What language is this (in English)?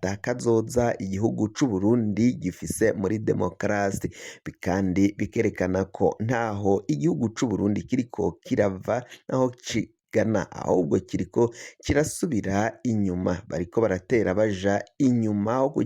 Rundi